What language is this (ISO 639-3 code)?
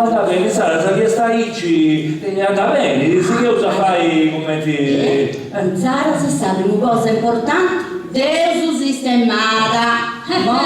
srd